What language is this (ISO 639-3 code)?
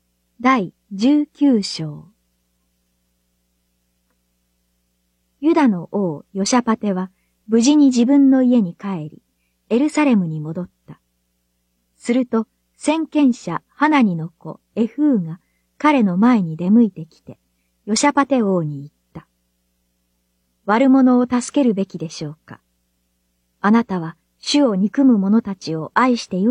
jpn